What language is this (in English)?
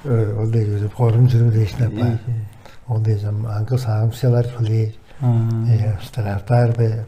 Tuvinian